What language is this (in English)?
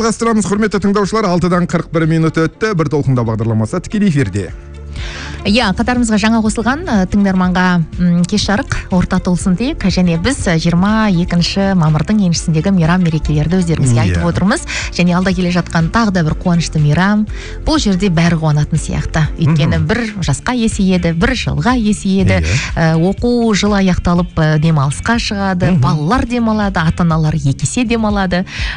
Kazakh